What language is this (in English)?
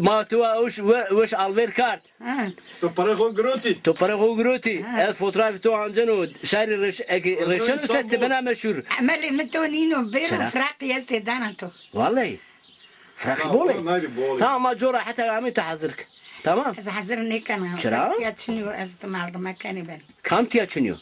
Zaza